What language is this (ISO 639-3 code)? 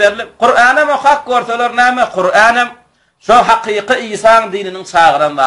tuk